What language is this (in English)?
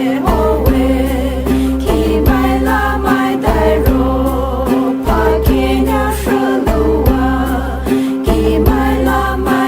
Poumei Naga